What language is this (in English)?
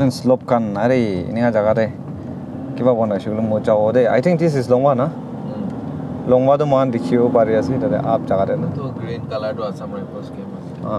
Naga Pidgin